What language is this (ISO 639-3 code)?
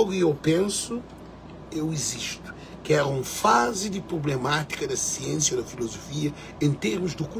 kea